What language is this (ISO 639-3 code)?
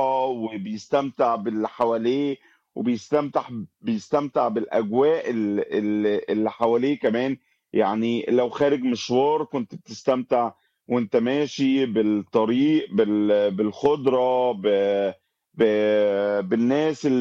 arz